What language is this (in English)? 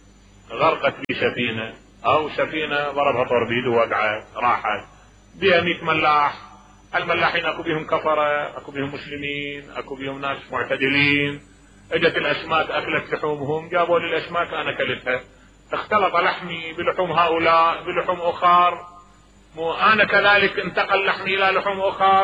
Mesopotamian Arabic